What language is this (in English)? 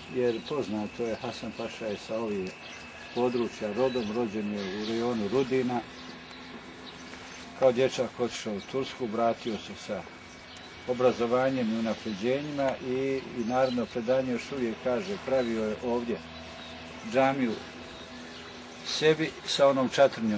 Bosnian